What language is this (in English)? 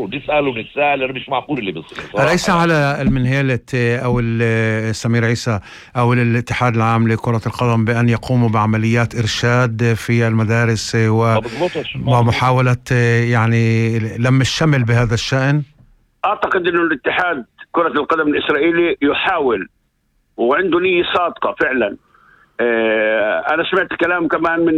North Levantine Arabic